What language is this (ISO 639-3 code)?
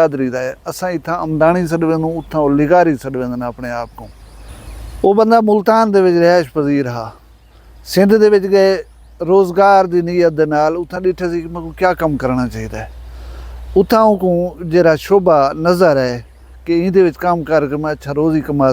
skr